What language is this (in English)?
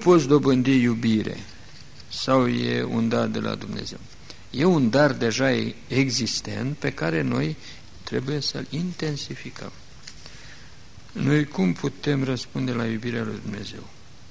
Romanian